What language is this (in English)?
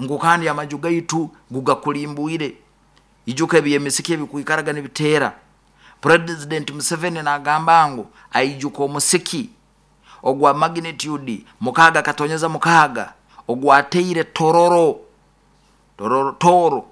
Nyoro